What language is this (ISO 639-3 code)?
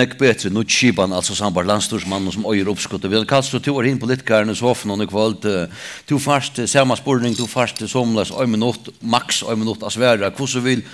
fao